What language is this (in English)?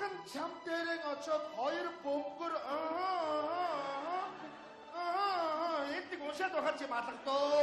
Mongolian